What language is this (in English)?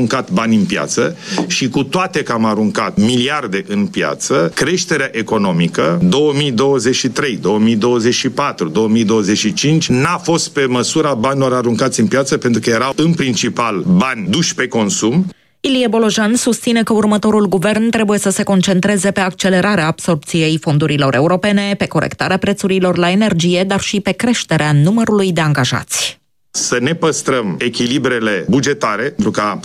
Romanian